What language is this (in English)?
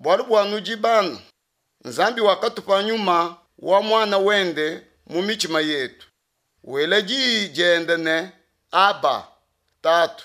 Luba-Lulua